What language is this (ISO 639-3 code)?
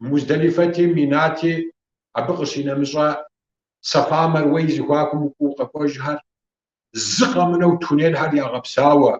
kbd